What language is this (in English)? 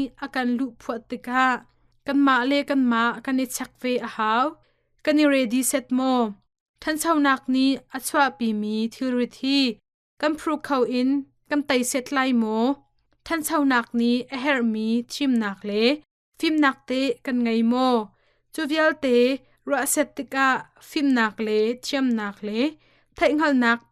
Hakha Chin